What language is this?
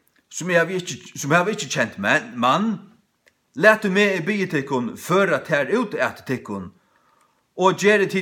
Faroese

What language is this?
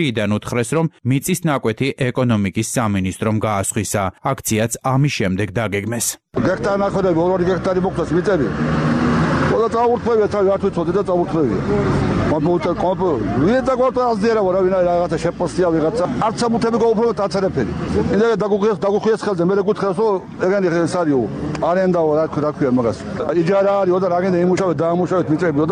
Georgian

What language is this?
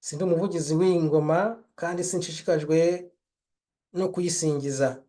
Kinyarwanda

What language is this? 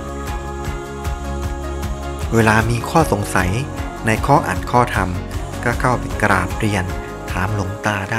Thai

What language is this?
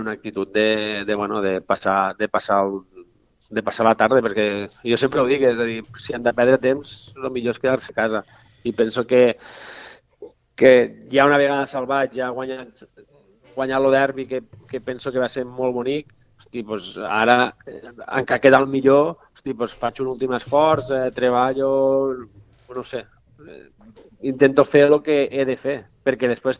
Catalan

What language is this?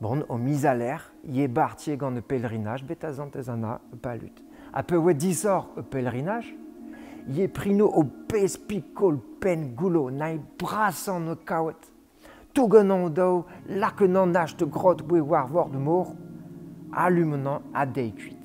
Breton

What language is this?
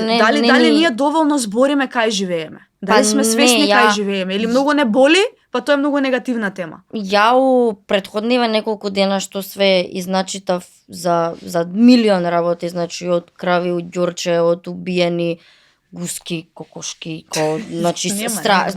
Macedonian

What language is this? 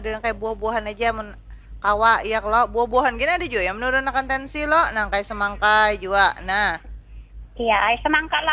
Banjar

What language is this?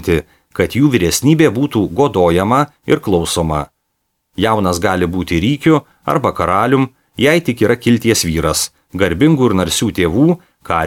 Lithuanian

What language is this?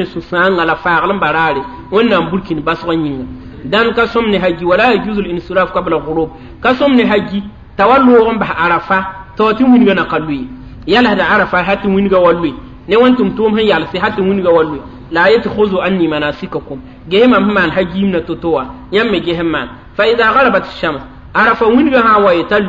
Mossi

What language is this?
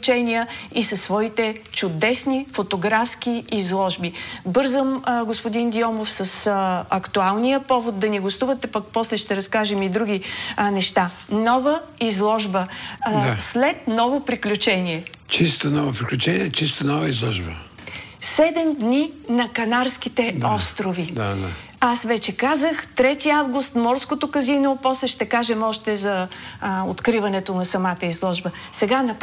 Bulgarian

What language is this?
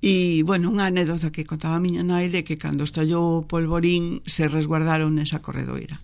Galician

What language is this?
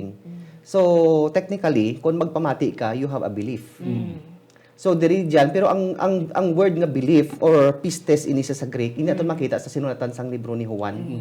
Hiligaynon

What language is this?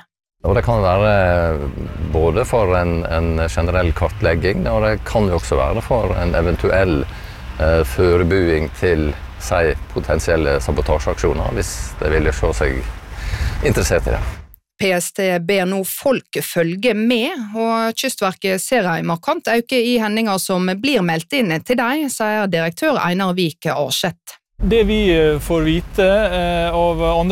Norwegian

